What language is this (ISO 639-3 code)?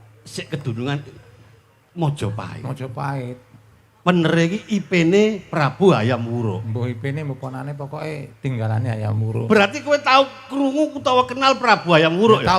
jav